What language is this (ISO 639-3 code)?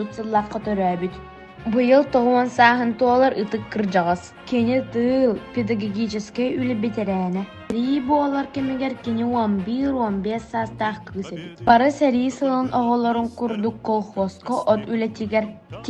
sah